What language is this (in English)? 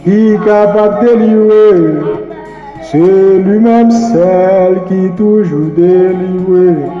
Haitian Creole